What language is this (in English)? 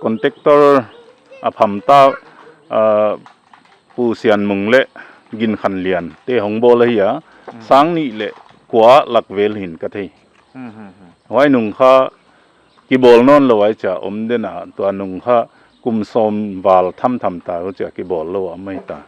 Paite Chin